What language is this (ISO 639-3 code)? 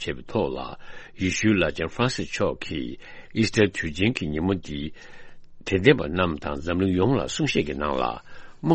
bod